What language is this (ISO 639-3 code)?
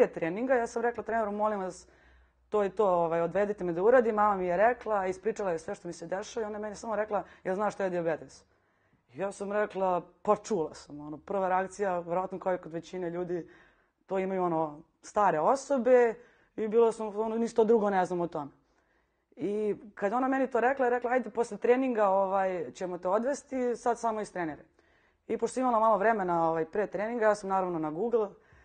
srp